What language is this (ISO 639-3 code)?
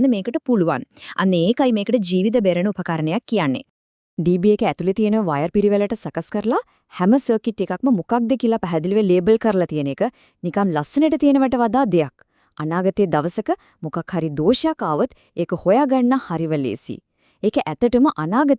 sin